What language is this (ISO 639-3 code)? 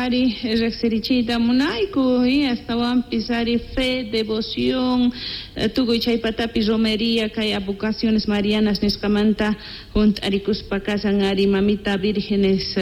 quh